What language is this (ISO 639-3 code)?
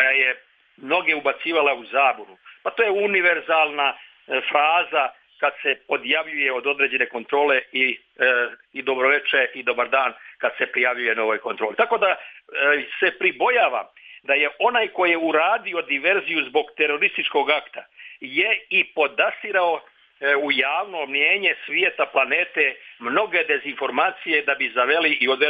srp